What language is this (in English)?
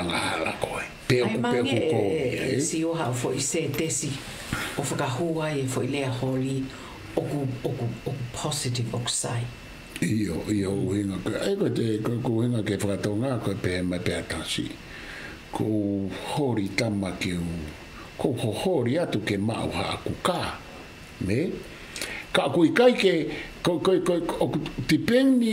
Tongan